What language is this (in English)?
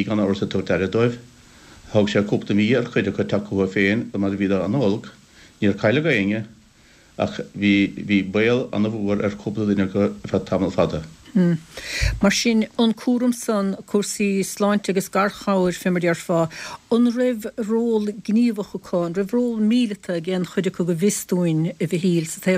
Irish